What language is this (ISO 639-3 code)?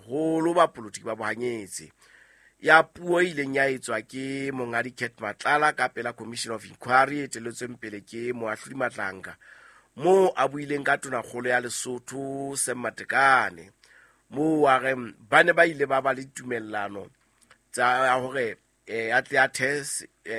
sot